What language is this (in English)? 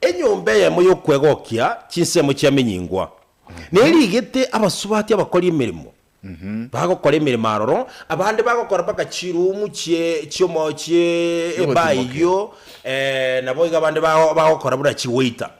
Gusii